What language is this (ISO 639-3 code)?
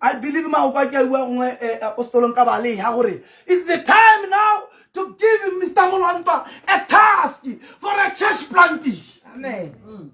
tsn